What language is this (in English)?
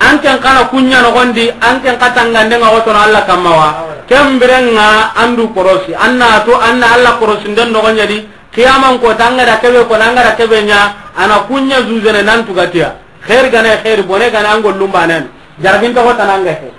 Soninke